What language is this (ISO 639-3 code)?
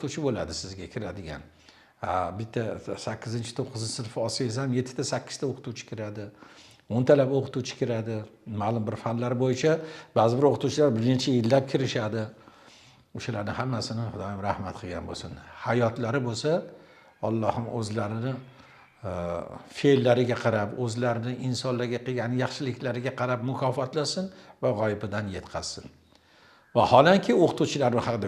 uzb